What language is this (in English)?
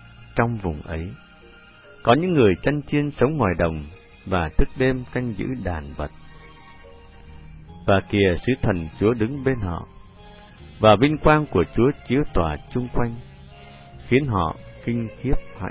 Vietnamese